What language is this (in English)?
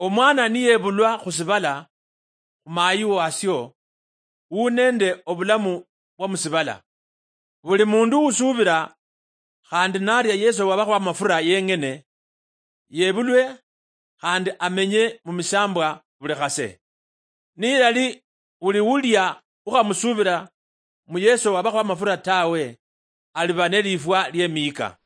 Luyia